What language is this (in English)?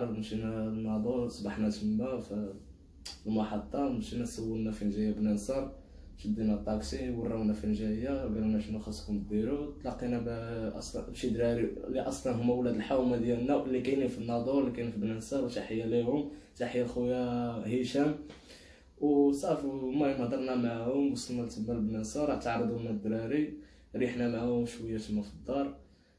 Moroccan Arabic